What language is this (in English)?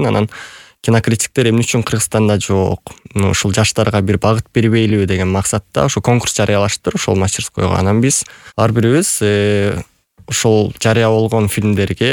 Kyrgyz